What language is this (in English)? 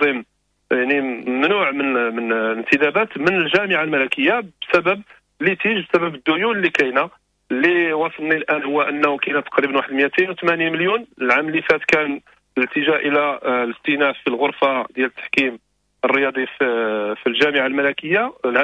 Moroccan Arabic